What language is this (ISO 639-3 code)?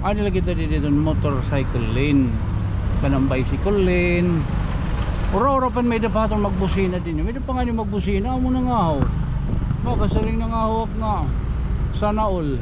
war